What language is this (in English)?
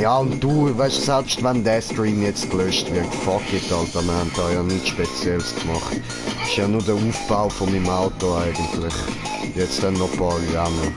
Swiss German